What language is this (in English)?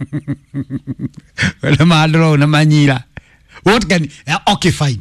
Kikuyu